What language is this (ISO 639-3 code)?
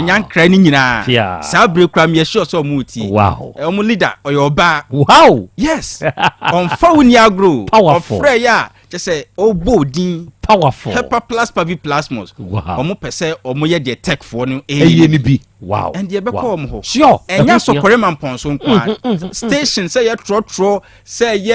aka